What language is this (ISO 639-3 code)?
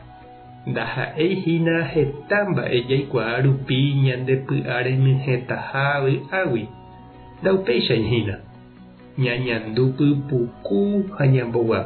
grn